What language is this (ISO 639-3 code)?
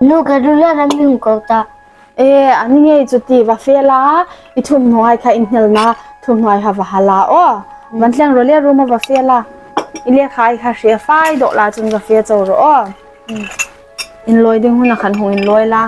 hmr